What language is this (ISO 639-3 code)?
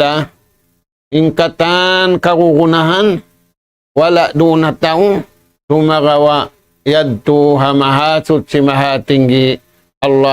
tsg